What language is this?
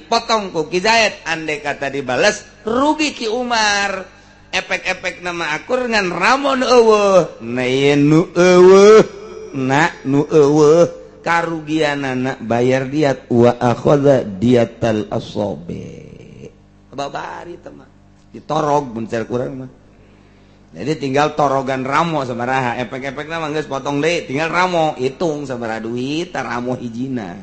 Sundanese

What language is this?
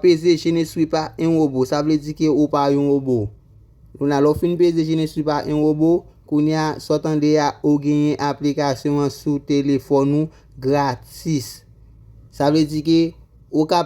Haitian Creole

